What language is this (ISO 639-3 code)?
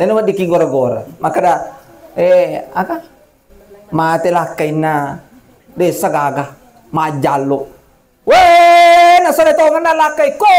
bug